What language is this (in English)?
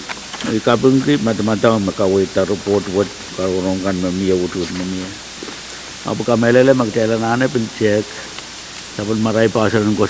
Pohnpeian